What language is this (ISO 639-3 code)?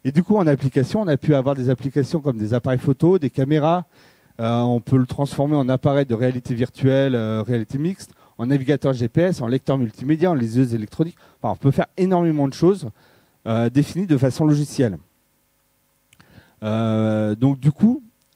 fra